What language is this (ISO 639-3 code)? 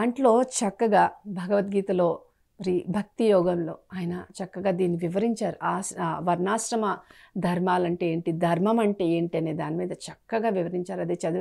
tel